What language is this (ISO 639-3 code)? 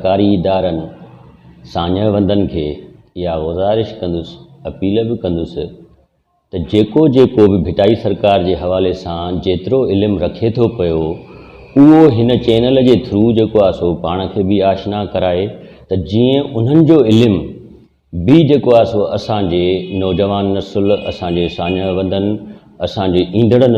snd